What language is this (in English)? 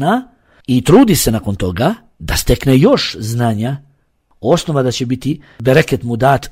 Bosnian